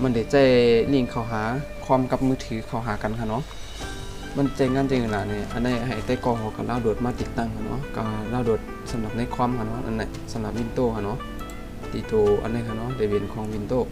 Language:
Shan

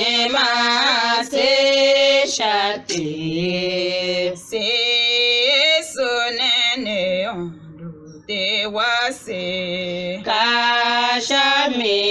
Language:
Tiv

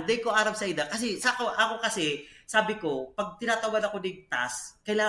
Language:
Bikol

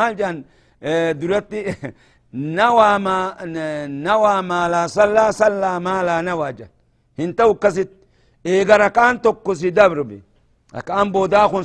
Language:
Oromo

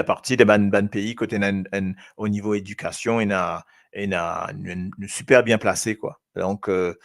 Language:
Morisyen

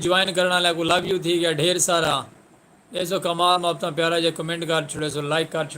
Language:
Saraiki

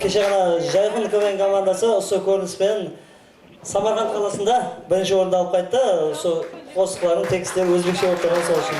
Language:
Kara-Kalpak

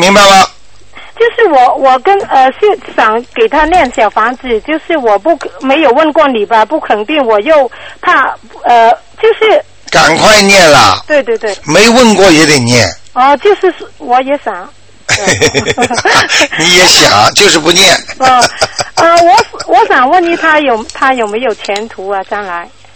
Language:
Chinese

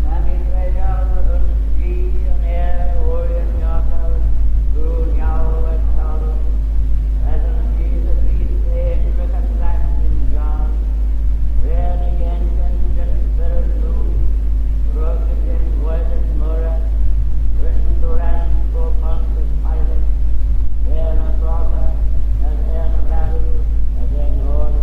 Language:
Manx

